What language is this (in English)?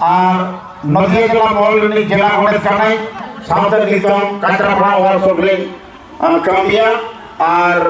Santali